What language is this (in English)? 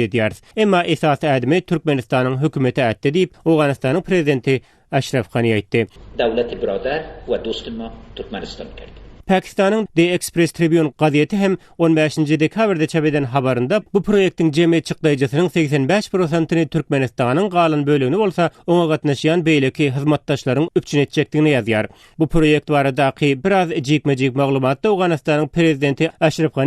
Turkmen